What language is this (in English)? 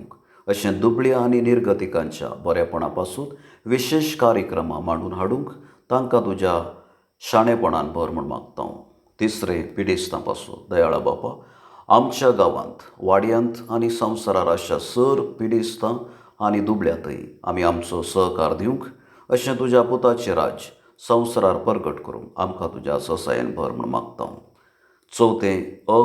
Konkani